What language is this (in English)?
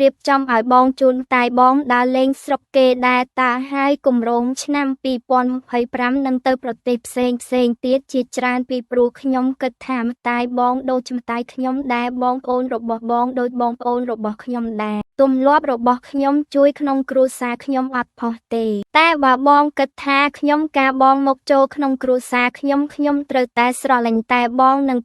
Khmer